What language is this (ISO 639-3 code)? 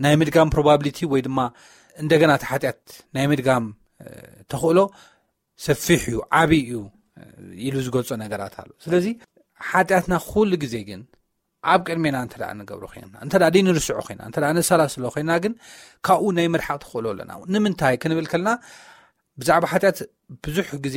tir